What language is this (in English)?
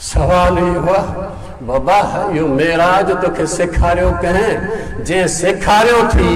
Sindhi